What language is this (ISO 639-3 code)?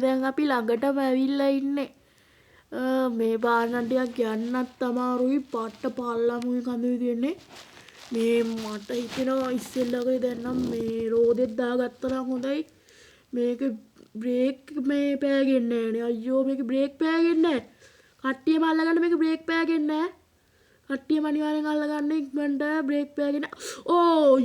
sin